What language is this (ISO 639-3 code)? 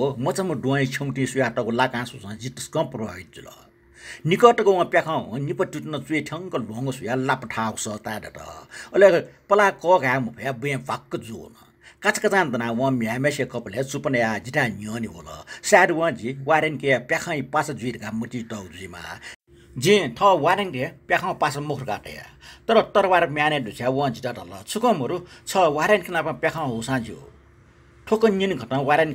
new